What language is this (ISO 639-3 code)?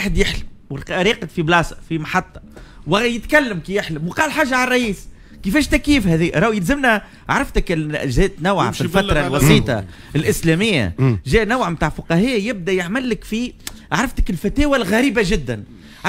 aeb